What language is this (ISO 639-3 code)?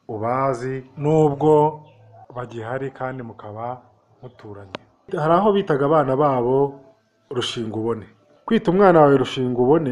kin